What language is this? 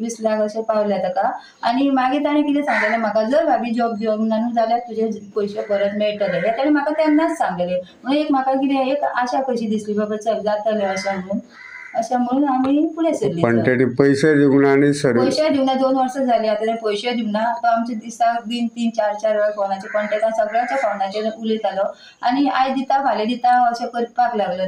Konkani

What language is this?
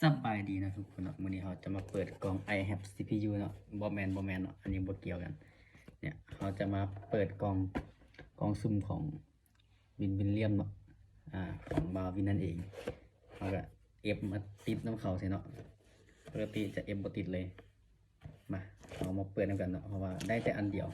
Lao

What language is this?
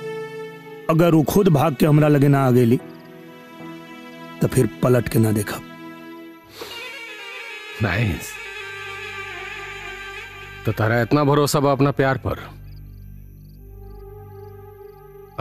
Bhojpuri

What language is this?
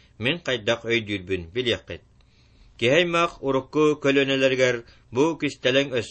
Yakut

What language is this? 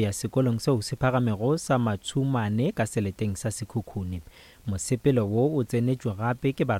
Northern Sotho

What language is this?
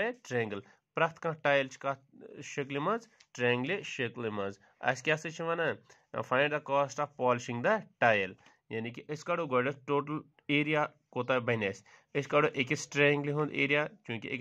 Kashmiri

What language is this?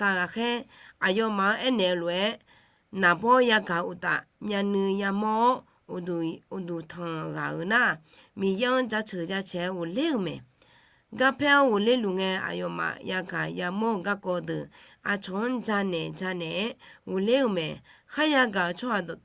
Akha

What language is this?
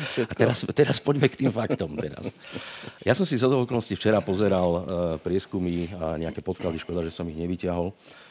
Slovak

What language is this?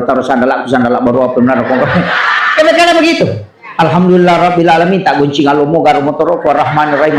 Buginese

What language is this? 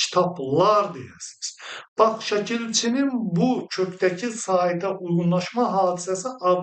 Azerbaijani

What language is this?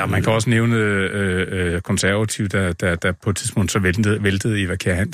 Danish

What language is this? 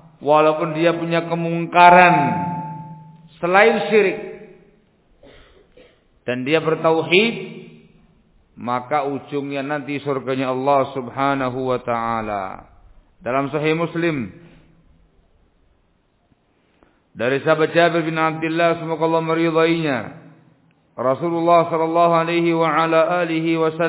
Indonesian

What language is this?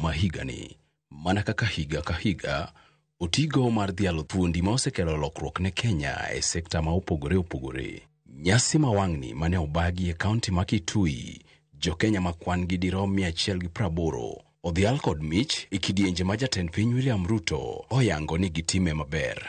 Luo (Kenya and Tanzania)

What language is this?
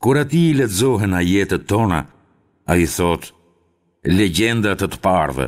Albanian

